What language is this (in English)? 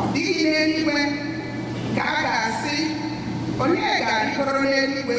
Igbo